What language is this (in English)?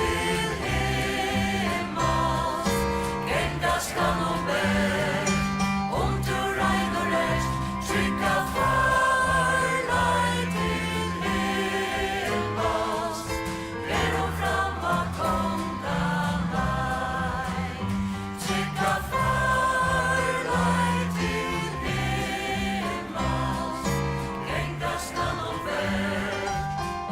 Faroese